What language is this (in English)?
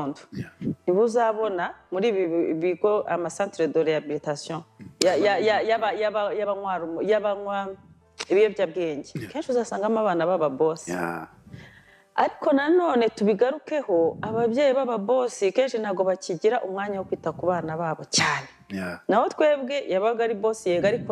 Kinyarwanda